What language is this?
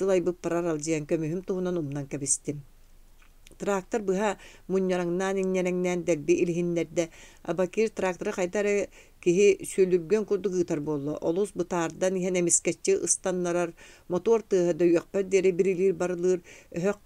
Yakut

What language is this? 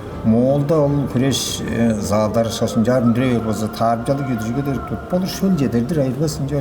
Tuvinian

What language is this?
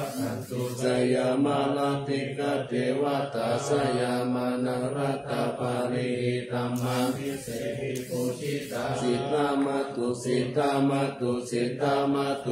Pali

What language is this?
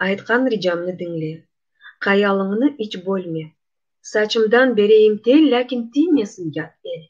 Crimean Tatar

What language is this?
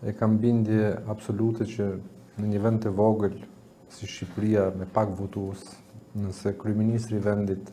Albanian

